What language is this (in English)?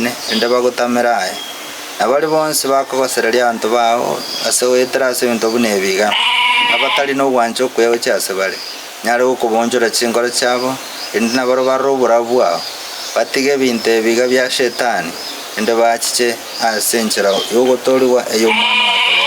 Gusii